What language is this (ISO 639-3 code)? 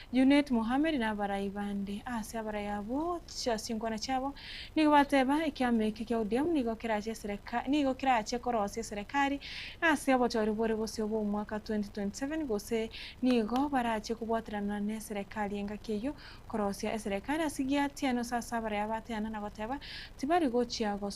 guz